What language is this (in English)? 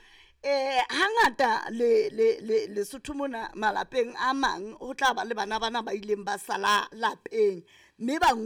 Southern Sotho